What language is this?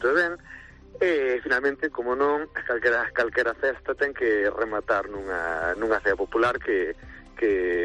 Galician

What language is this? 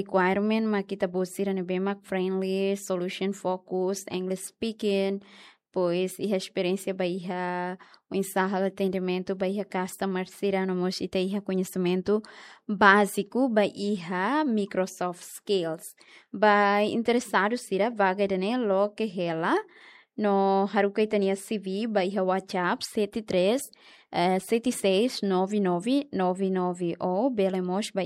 Tetum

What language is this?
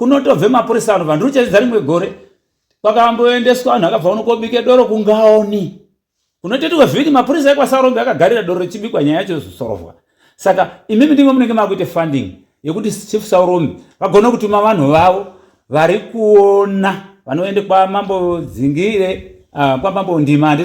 Shona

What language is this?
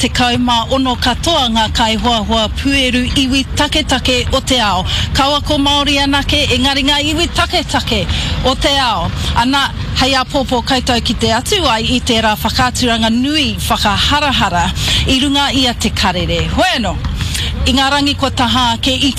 Māori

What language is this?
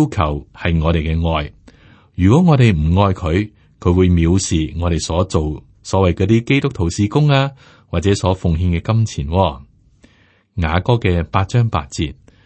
Cantonese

